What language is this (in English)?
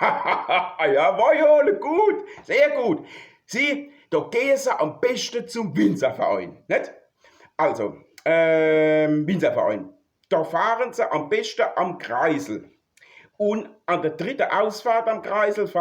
Palatine German